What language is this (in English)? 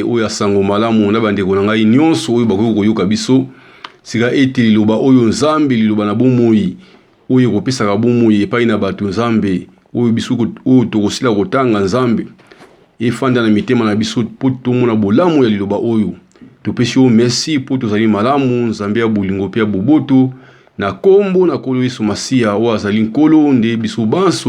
Lingala